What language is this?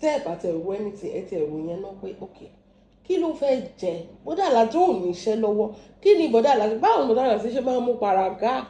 Yoruba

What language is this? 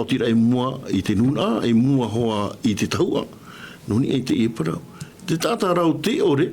Tahitian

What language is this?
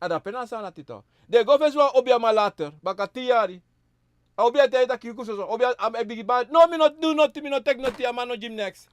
Sranan Tongo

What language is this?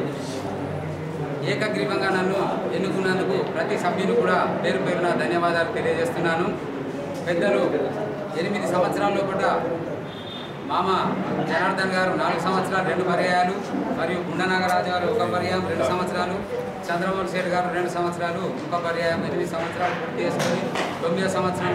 Telugu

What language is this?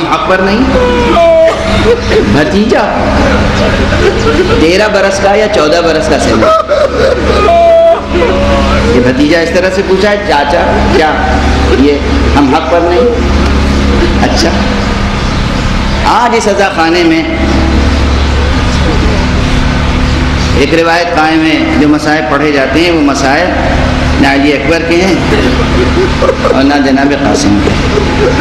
Urdu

